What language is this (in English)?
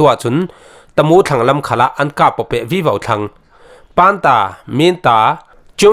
Falam Chin